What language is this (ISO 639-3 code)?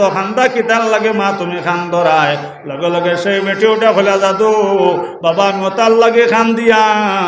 syl